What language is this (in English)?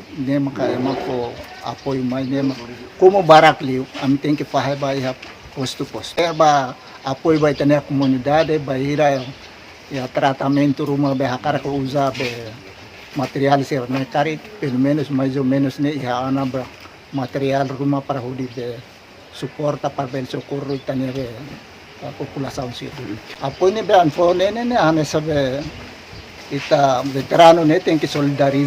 Tetum